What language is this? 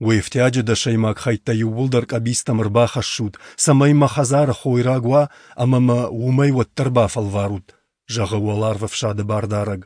Ossetic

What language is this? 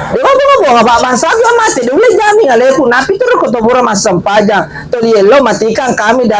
Buginese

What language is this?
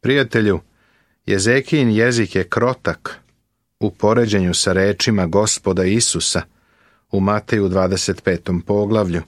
Serbian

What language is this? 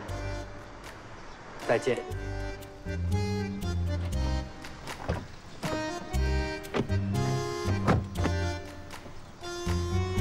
Chinese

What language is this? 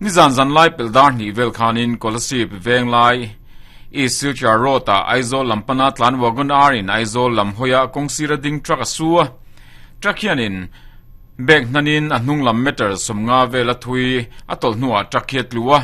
Mizo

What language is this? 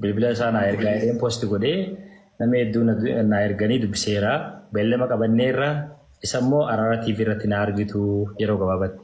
Oromo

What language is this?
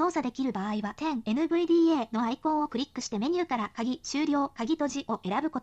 Japanese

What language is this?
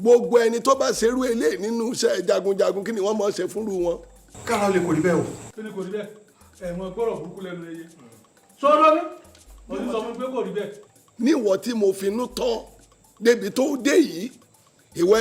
Yoruba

